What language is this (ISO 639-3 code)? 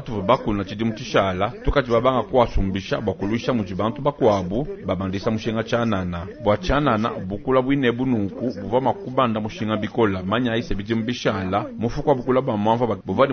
lua